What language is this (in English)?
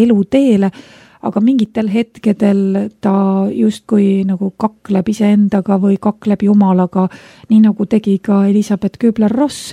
Estonian